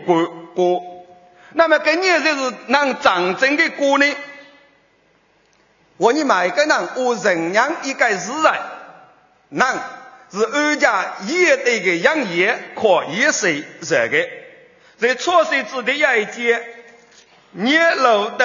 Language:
Chinese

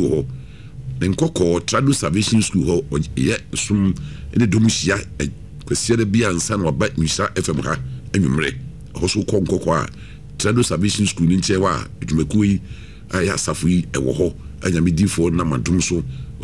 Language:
Akan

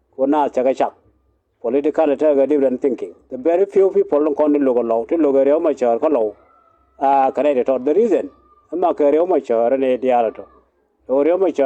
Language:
Nuer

